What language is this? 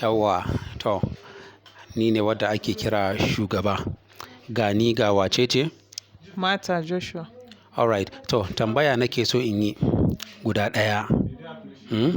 Hausa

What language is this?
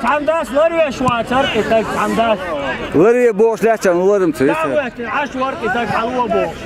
Chechen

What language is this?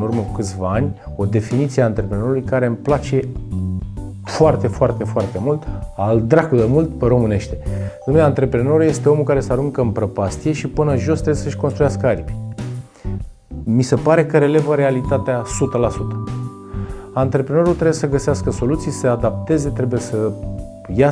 Romanian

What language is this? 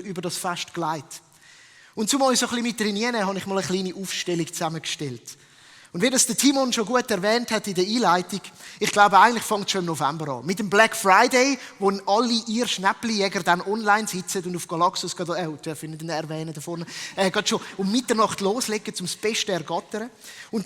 Swiss German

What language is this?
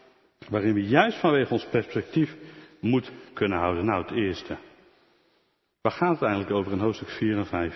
Dutch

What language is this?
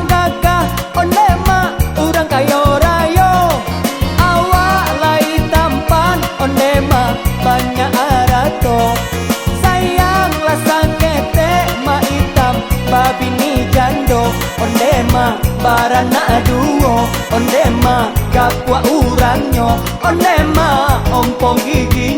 Minangkabau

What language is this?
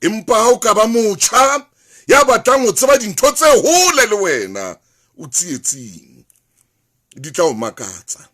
Southern Sotho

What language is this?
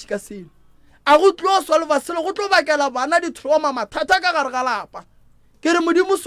Northern Sotho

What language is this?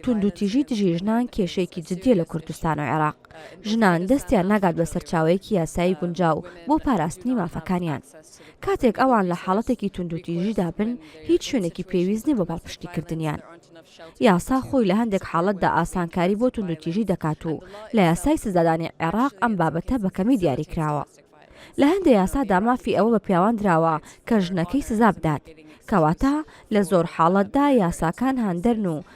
Central Kurdish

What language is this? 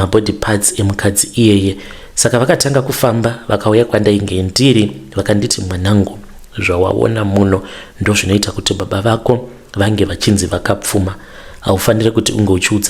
Shona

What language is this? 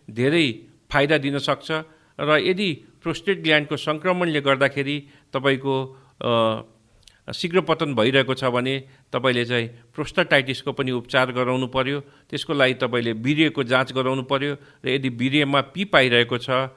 Nepali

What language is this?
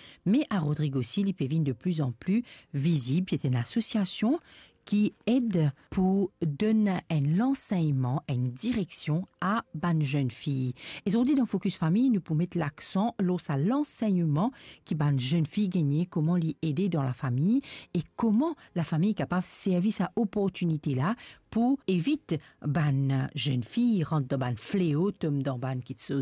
Morisyen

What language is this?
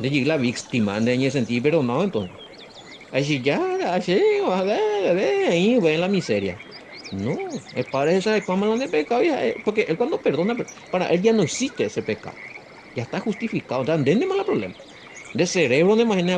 Guarani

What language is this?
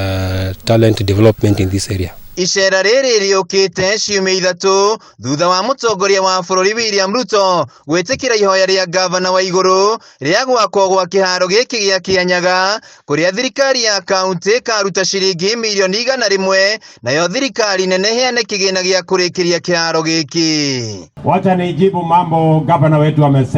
Kikuyu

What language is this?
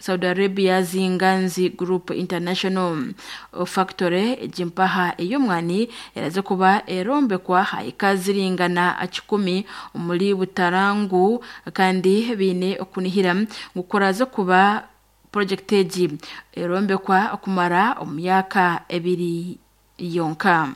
Nyankole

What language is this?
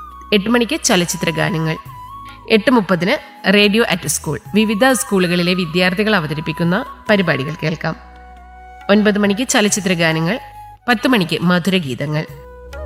Malayalam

